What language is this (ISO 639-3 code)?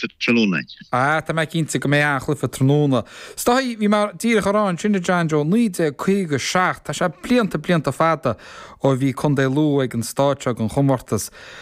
gle